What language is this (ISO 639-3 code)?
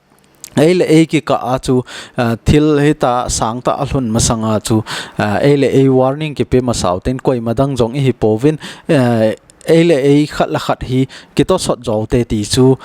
tcz